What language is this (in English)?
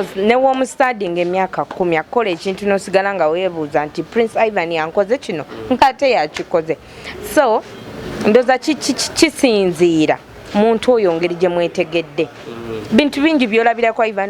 Ganda